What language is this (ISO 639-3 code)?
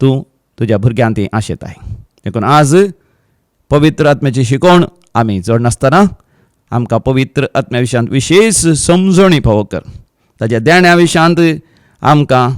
kok